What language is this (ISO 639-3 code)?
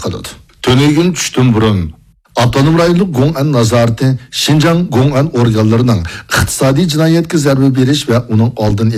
uig